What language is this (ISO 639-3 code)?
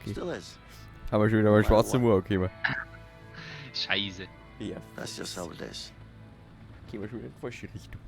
bar